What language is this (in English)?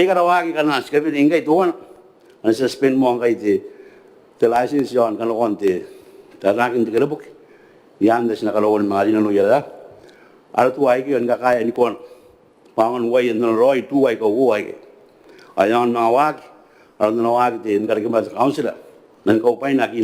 Gilbertese